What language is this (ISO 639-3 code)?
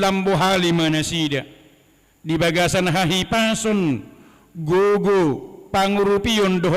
bbc